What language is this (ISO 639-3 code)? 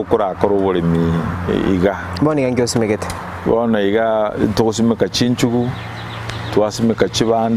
guz